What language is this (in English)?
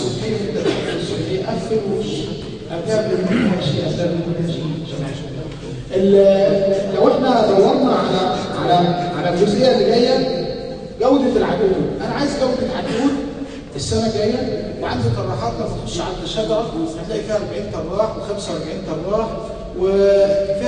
Egyptian Arabic